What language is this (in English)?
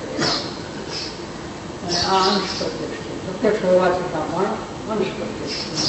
Gujarati